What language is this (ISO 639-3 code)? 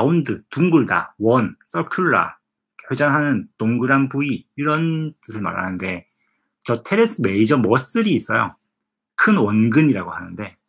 kor